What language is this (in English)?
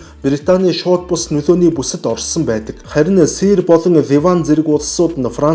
Mongolian